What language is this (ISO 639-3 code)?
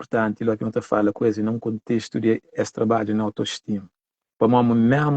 kea